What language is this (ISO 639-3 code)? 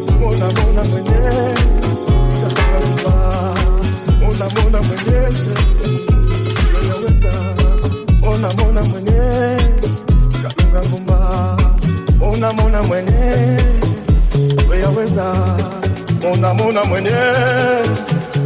swa